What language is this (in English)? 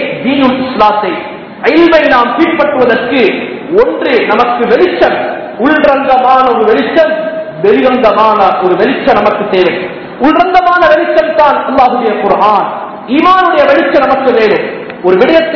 Tamil